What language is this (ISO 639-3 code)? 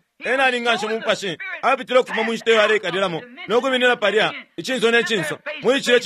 bem